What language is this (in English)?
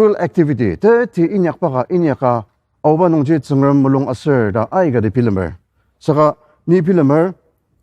Ao Naga